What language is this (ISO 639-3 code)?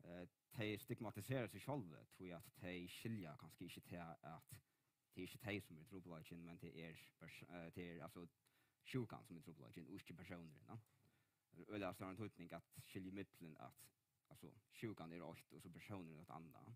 fao